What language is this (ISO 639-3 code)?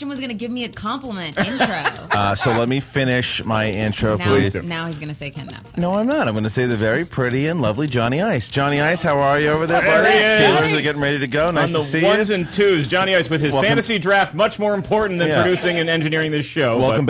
eng